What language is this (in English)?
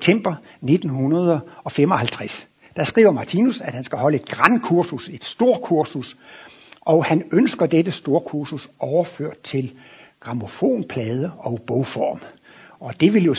Danish